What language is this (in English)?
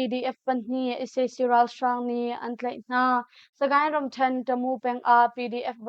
Hakha Chin